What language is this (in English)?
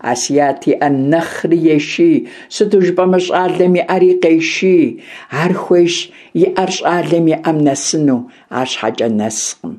Kabardian